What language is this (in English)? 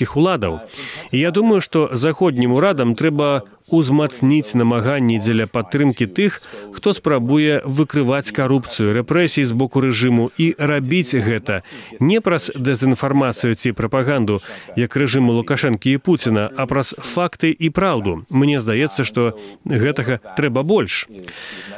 Belarusian